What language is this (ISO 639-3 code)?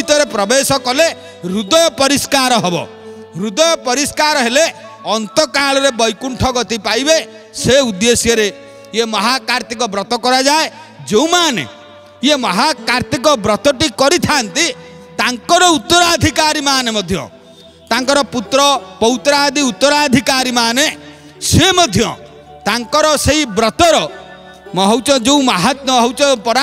ori